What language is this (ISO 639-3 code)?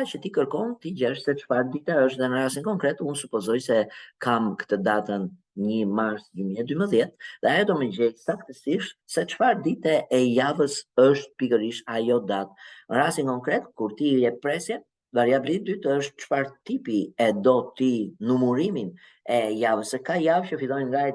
sqi